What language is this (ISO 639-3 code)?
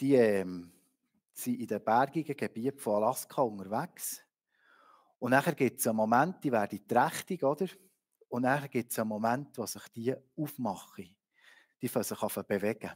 gsw